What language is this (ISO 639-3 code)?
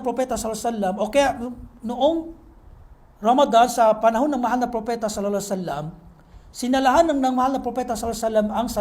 mrw